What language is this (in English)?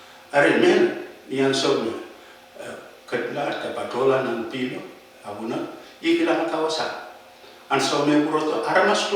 Pohnpeian